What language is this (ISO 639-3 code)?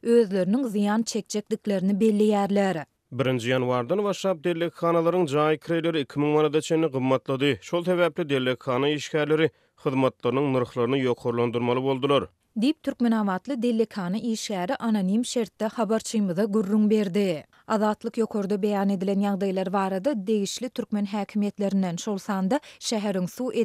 tuk